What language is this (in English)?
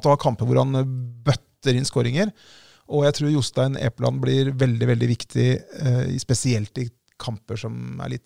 Norwegian